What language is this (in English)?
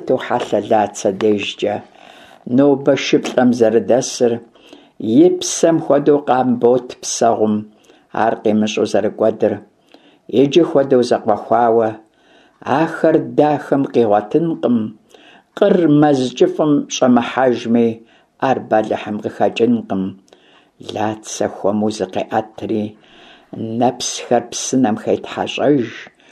Kabardian